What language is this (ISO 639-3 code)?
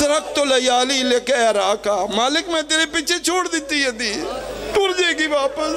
phr